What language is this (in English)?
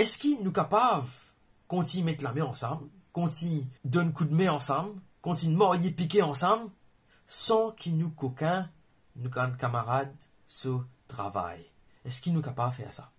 Morisyen